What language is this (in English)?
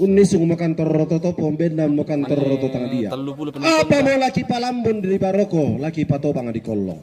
Toraja-Sa'dan